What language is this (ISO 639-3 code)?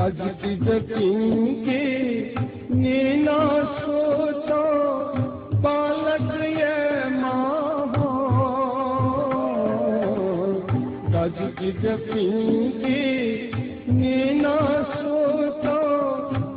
new